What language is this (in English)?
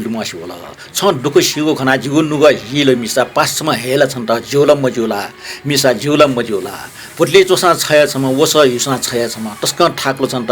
Newari